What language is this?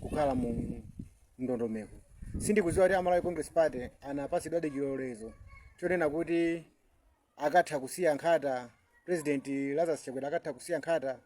Nyanja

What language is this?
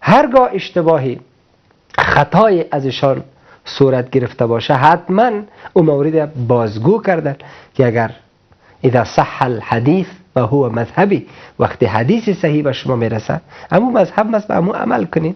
Persian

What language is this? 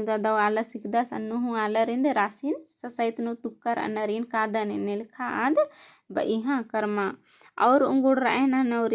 Kurukh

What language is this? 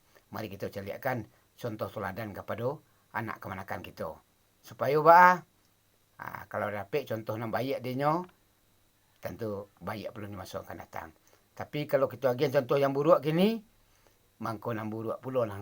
Minangkabau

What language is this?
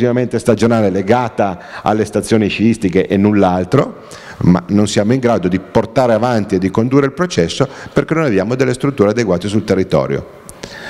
Italian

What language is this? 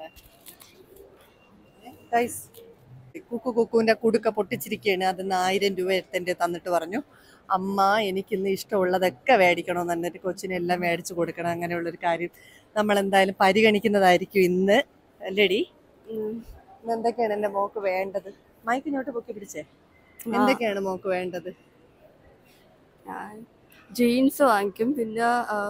Malayalam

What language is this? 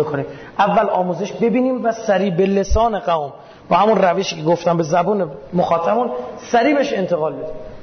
Persian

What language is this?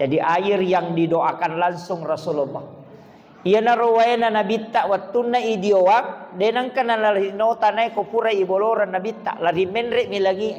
Buginese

